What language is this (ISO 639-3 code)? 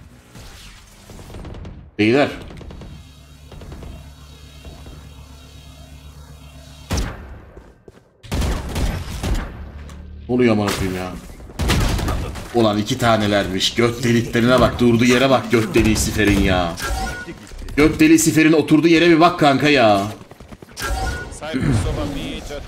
tur